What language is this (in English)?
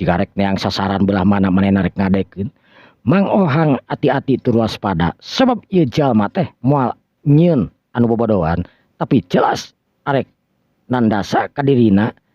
Sundanese